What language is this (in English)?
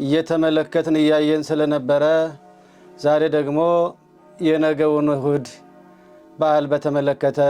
Amharic